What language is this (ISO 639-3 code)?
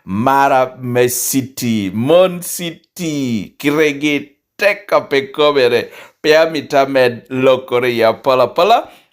laj